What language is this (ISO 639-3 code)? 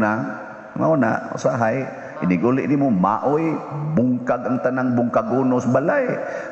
ceb